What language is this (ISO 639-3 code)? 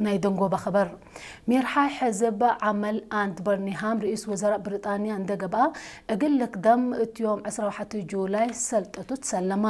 tig